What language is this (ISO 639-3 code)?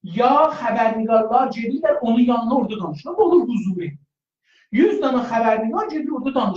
azb